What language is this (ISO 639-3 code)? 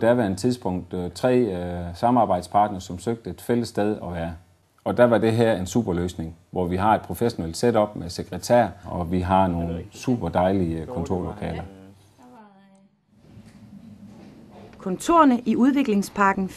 dan